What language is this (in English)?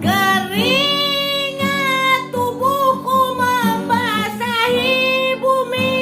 Banjar